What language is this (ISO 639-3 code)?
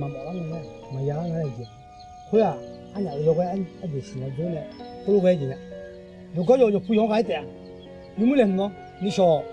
ahk